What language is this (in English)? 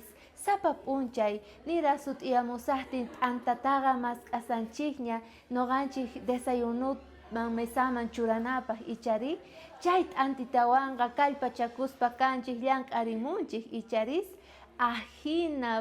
South Bolivian Quechua